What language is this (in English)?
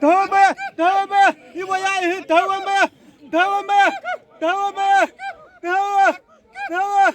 Xavánte